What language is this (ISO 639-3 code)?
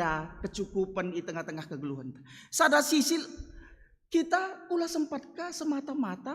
btx